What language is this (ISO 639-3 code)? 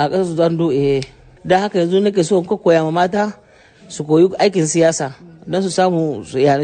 hau